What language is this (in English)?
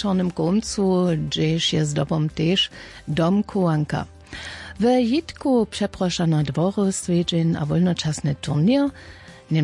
Upper Sorbian